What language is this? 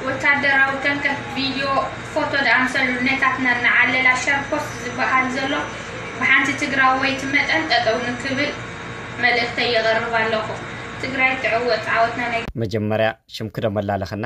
Tigrinya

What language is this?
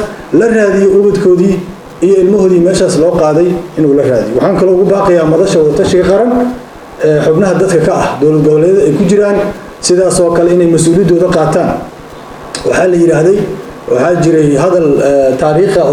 Somali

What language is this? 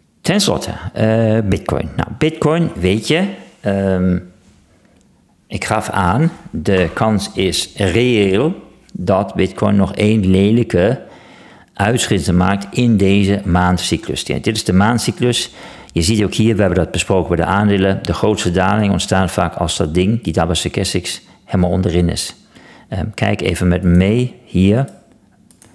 Dutch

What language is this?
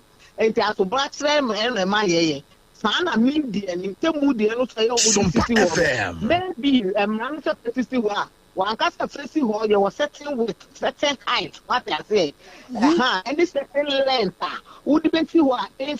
Akan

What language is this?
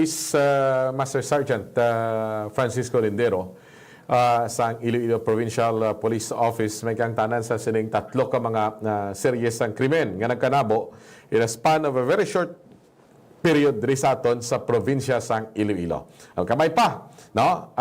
Hiligaynon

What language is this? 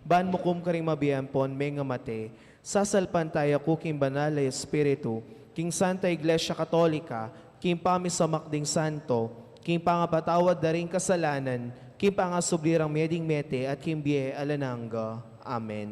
Pampanga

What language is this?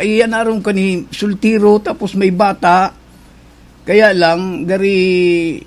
Bikol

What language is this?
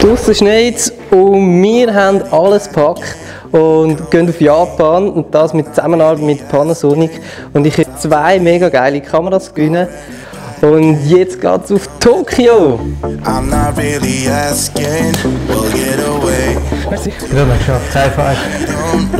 Swiss German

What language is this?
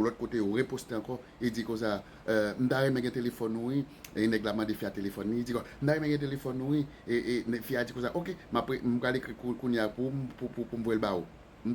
Haitian Creole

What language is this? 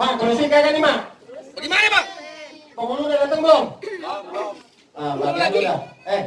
Betawi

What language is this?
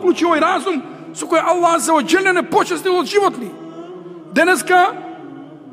Macedonian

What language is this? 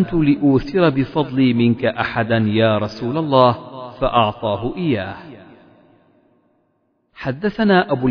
Arabic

